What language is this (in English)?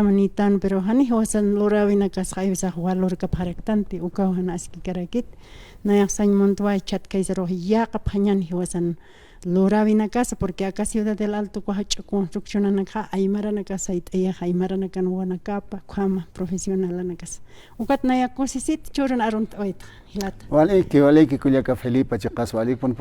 Aymara